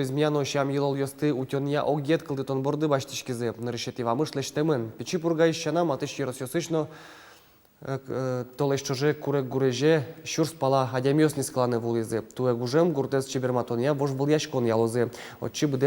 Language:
Udmurt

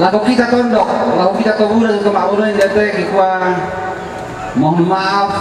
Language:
Toraja-Sa'dan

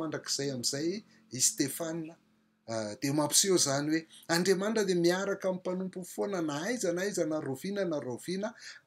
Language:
Malagasy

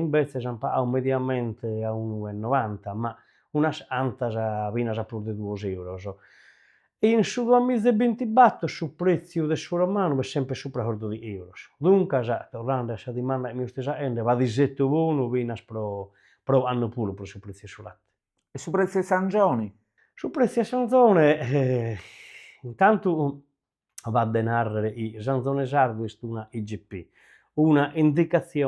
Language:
Sardinian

